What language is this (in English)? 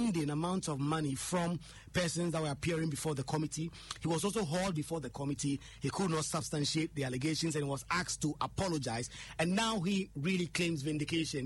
English